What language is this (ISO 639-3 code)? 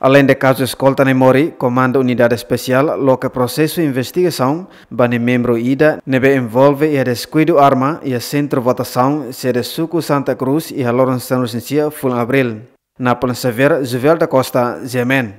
tet